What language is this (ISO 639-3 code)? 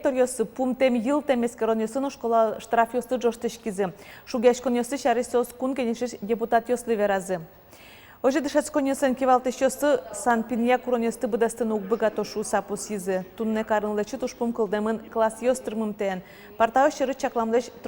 udm